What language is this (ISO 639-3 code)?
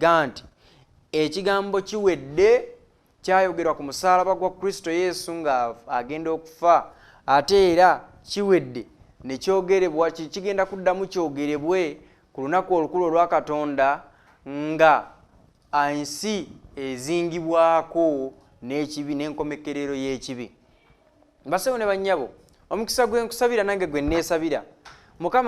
lug